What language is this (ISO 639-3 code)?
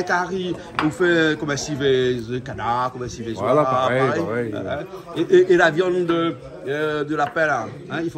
rcf